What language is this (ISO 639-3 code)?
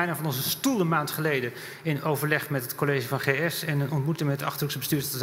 nld